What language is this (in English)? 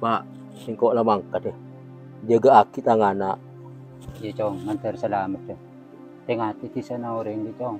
Madurese